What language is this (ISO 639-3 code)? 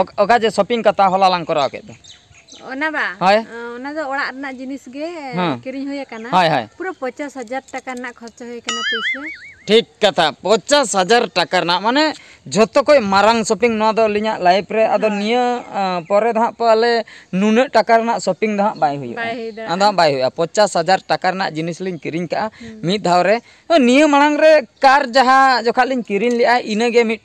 sat